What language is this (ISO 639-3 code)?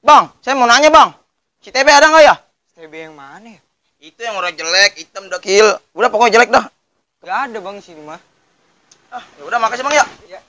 bew